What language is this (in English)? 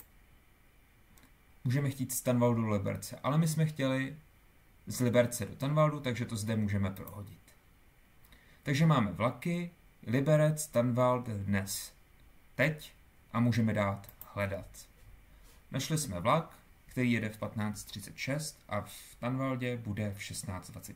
Czech